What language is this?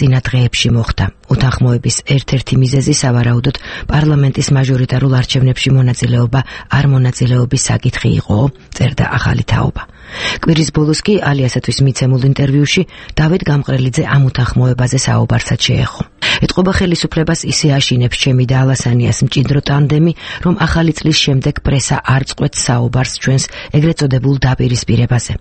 Georgian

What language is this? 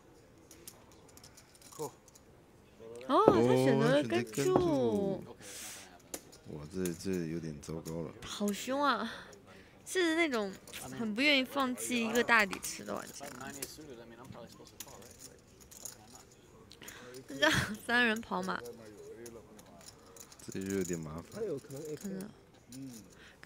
Chinese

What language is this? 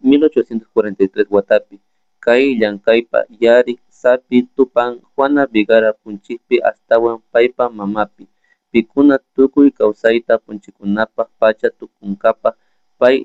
Chimborazo Highland Quichua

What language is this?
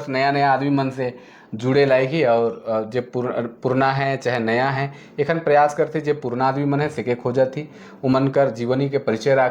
Sadri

